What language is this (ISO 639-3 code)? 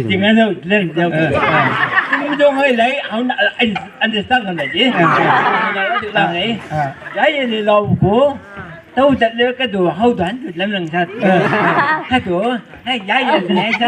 nbc